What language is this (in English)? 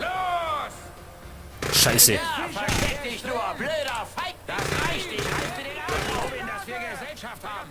Bavarian